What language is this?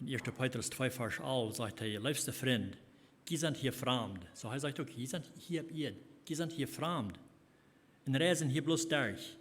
Plautdietsch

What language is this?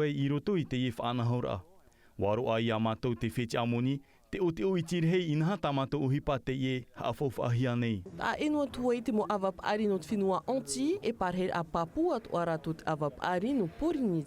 Tahitian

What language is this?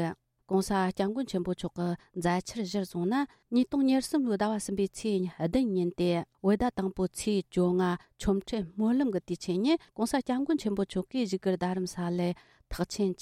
Tibetan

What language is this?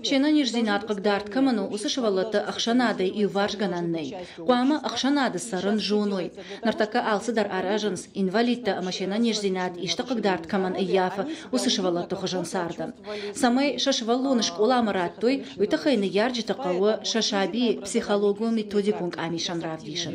Ossetic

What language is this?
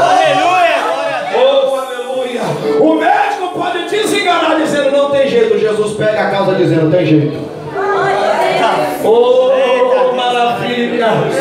Portuguese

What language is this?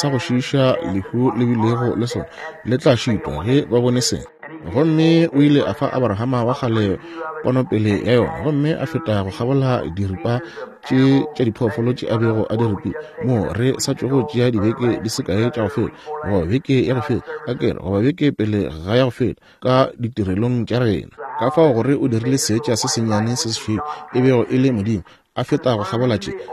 Northern Sotho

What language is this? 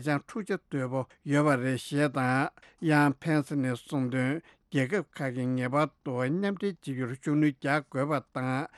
Tibetan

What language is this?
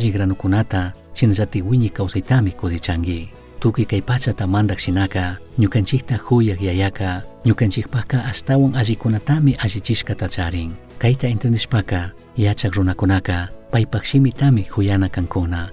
Chimborazo Highland Quichua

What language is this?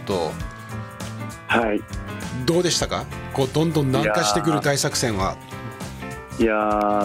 Japanese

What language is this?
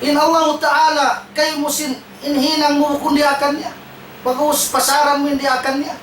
Tausug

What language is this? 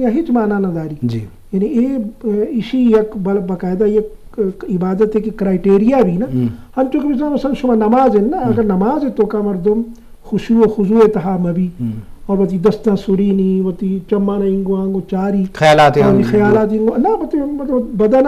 Eastern Balochi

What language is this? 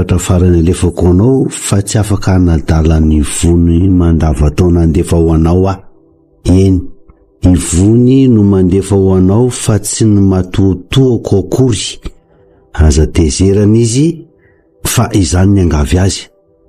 Malagasy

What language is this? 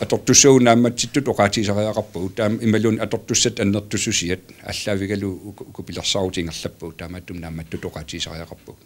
Kalaallisut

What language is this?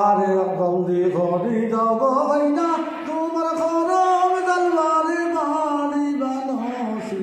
Sylheti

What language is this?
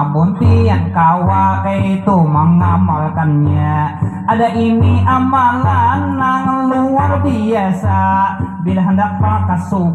Banjar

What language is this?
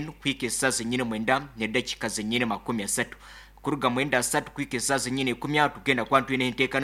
Nyankole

